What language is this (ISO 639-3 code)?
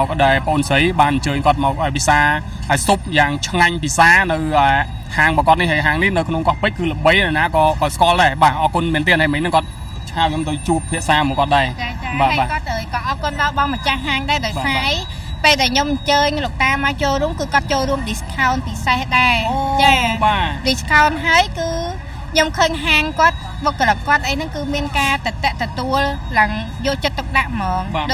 khm